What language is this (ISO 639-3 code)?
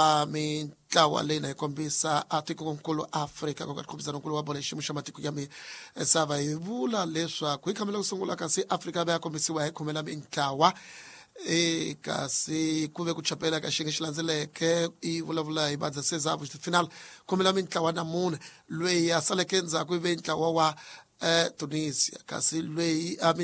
tso